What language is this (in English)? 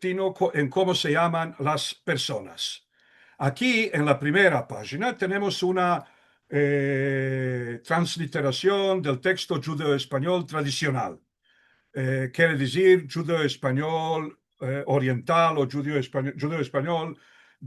Ladino